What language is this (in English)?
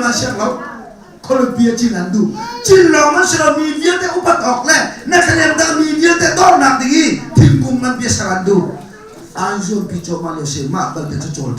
Hakha Chin